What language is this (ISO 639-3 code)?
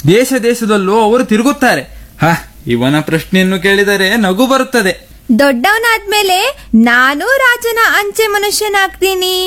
kan